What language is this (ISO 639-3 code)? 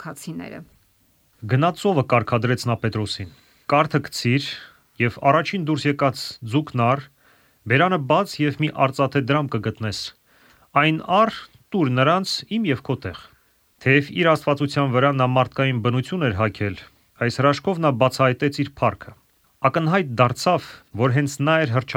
hye